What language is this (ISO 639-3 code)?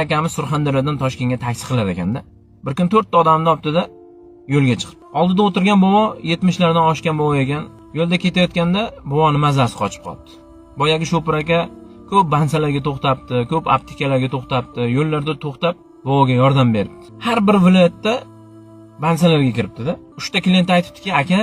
uzb